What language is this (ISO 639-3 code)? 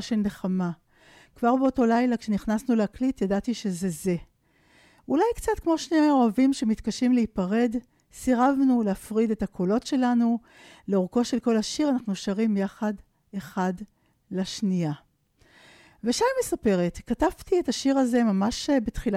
heb